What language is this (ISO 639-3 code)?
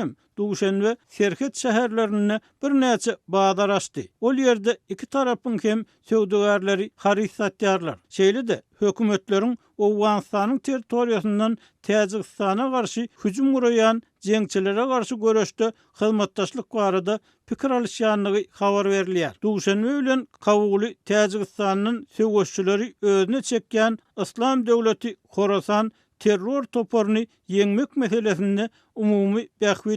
tuk